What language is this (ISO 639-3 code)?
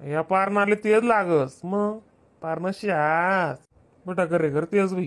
khn